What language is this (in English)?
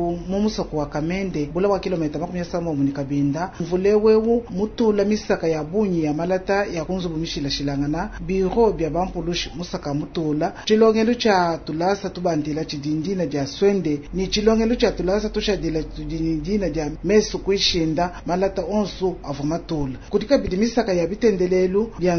Luba-Lulua